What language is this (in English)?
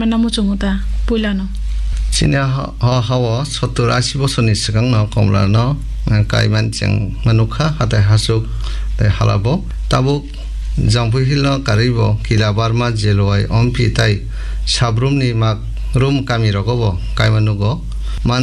Kok Borok